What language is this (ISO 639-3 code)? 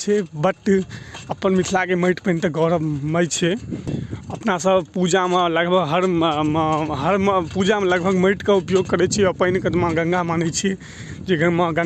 mai